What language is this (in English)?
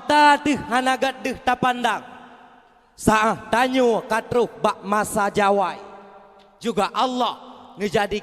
Achinese